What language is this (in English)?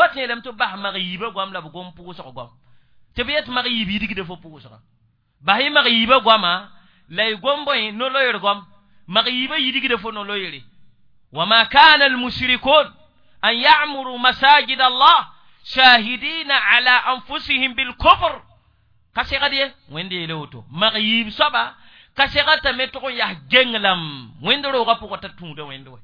Mossi